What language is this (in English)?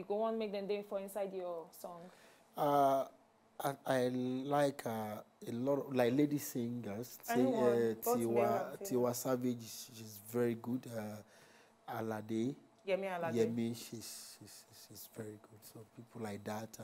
Nigerian Pidgin